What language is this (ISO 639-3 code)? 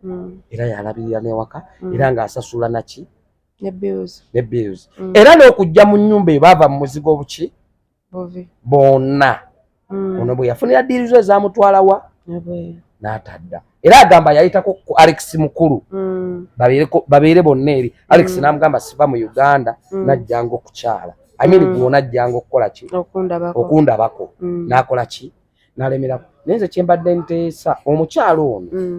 lug